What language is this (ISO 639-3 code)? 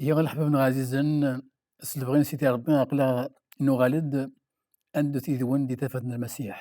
kab